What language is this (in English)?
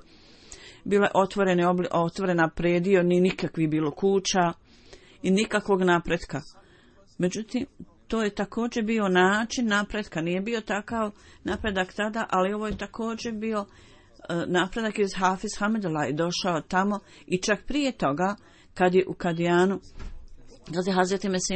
Bosnian